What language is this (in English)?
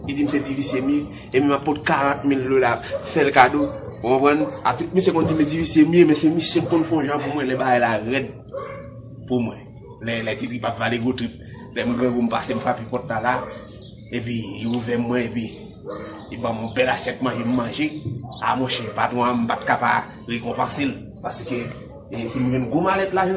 Haitian Creole